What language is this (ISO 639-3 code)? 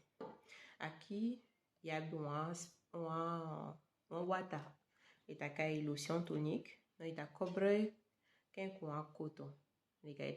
srm